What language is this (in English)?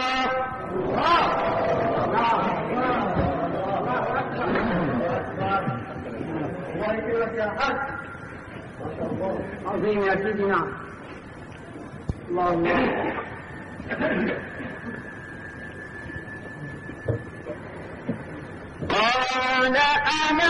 Arabic